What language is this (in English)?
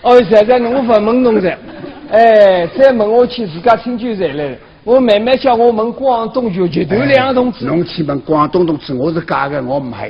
Wu Chinese